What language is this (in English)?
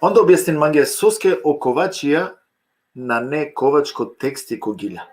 Balkan Romani